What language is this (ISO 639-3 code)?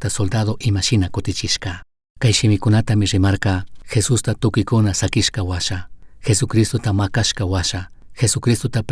qug